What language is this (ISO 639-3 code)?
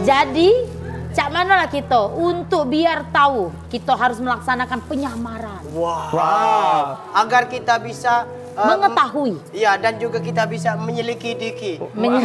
mui